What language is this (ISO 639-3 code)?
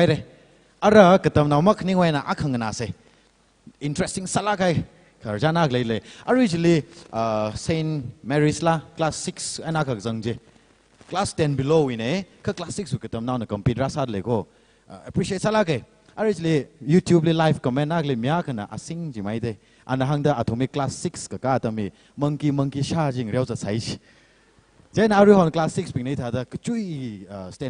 nmf